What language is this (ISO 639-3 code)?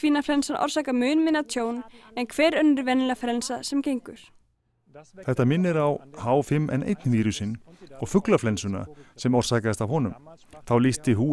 isl